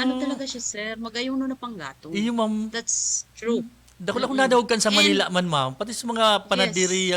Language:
Bikol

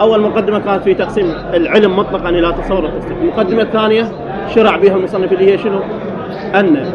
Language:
Mesopotamian Arabic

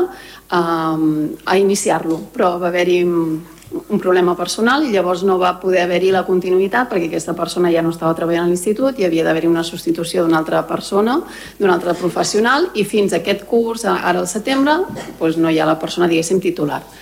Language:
Catalan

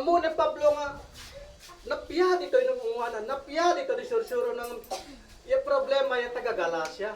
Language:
Isnag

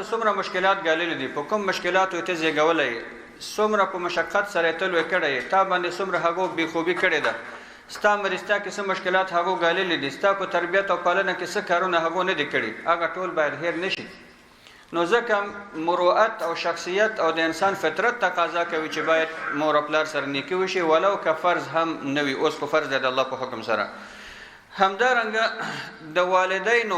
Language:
Pashto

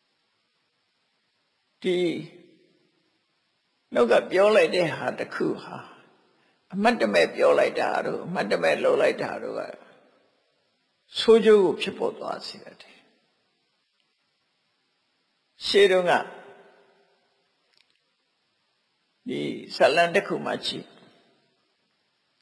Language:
Burmese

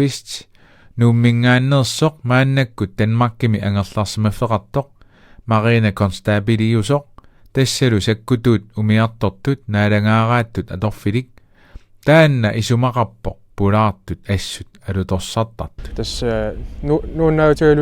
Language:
Kalaallisut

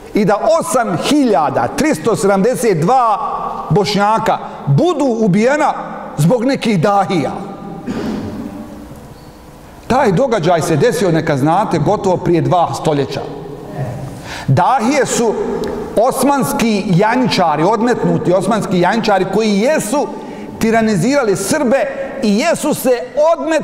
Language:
Bosnian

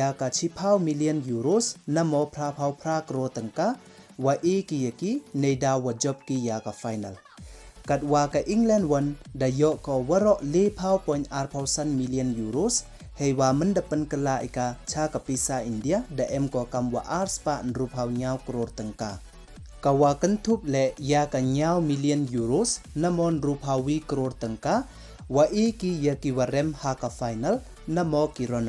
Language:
Pnar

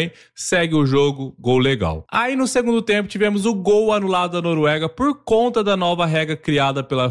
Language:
Portuguese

